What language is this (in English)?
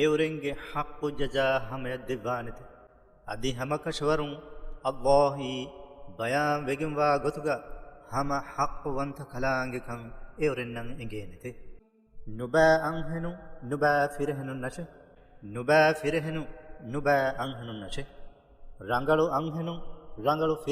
Divehi